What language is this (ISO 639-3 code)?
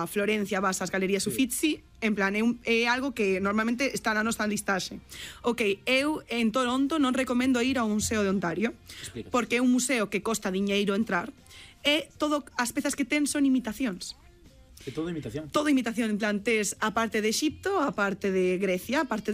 glg